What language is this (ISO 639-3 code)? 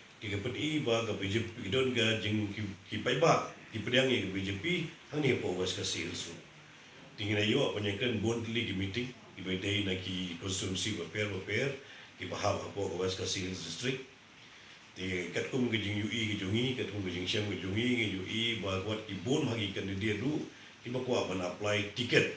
kha